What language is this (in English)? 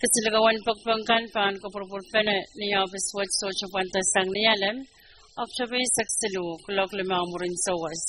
Pohnpeian